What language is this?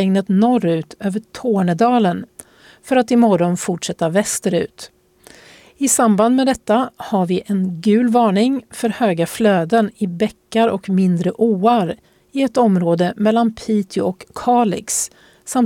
Swedish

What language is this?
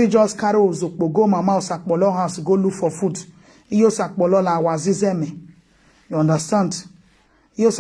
Nigerian Pidgin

